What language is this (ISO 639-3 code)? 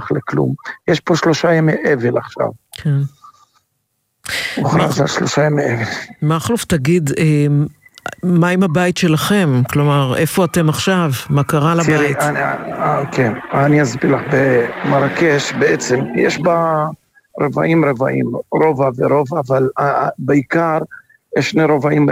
heb